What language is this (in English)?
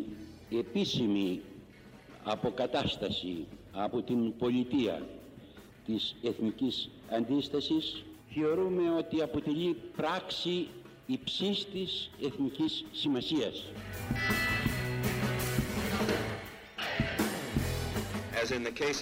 Greek